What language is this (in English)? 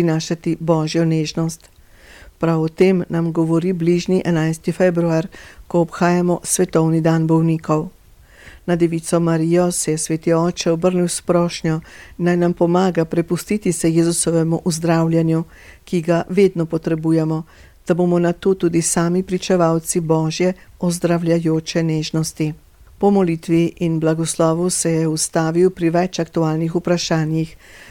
Slovenian